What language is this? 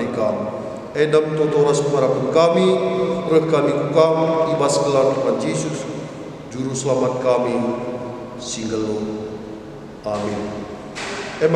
Batak Karo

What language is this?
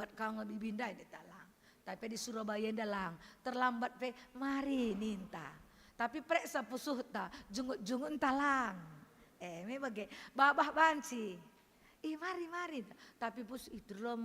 Batak Karo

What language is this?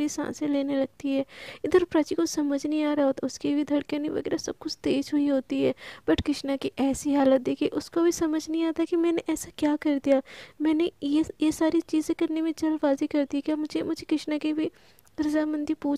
Hindi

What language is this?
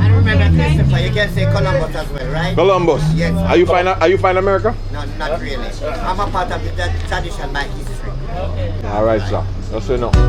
Jamaican Creole English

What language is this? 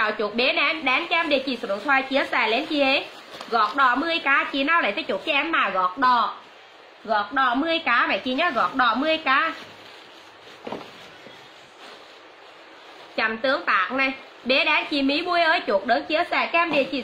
Vietnamese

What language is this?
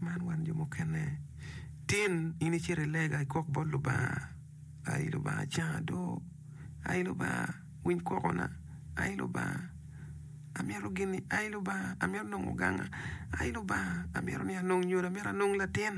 Acoli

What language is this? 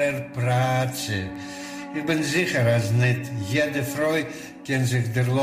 Yiddish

